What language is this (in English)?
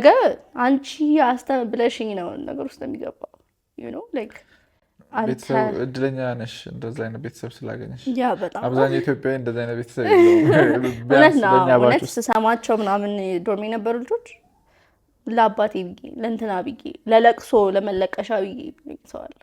Amharic